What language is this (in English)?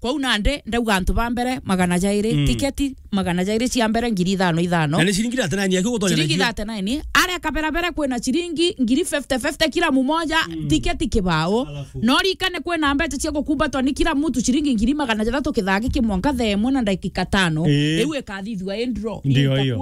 Meru